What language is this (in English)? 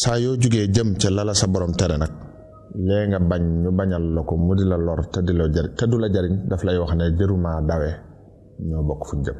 Wolof